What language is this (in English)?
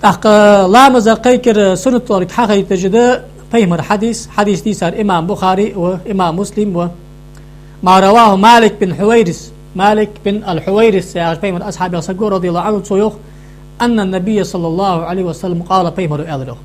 Ingush